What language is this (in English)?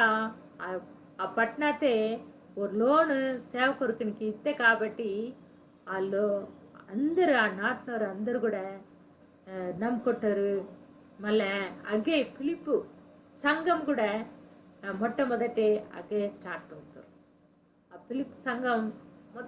Koya